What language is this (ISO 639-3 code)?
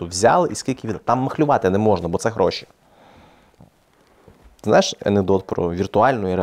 ukr